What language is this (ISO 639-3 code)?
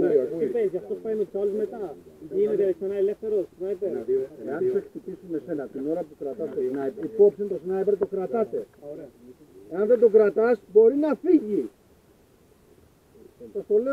ell